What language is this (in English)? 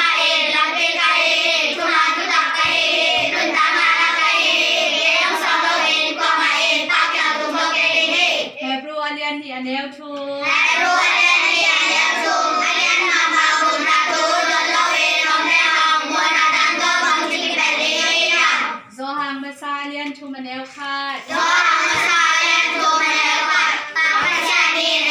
Tedim Chin